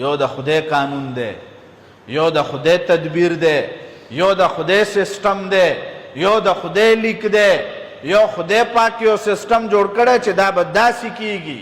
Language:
Pashto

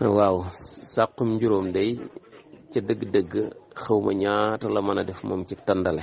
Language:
Wolof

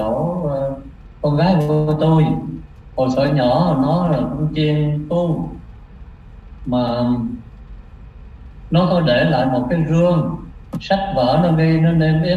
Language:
Vietnamese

